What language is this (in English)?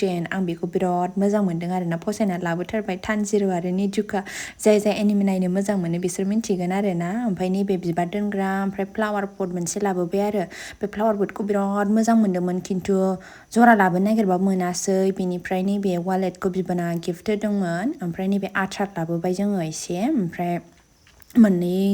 Bodo